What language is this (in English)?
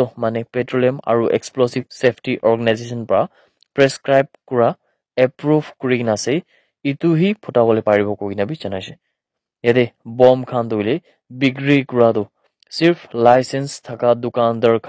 Naga Pidgin